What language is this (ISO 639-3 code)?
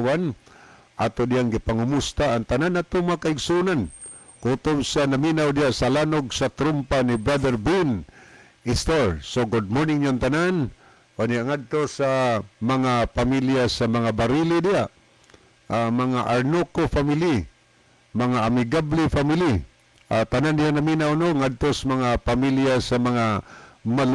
ceb